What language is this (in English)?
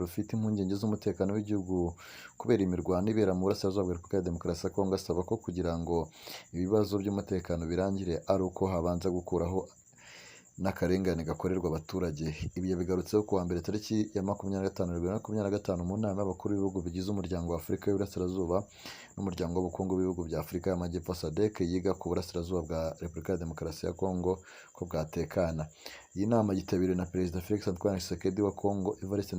Kinyarwanda